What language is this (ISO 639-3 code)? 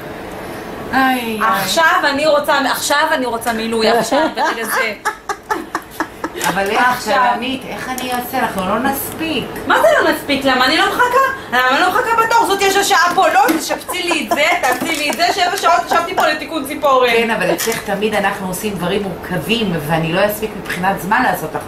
heb